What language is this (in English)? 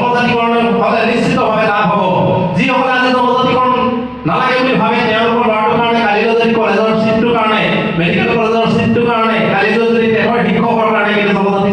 Assamese